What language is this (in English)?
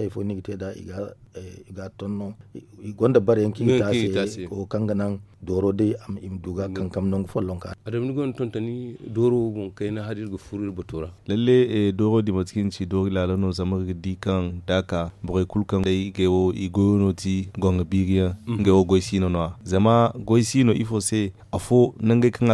Zarma